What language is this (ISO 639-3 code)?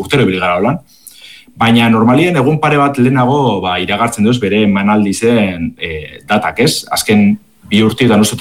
eus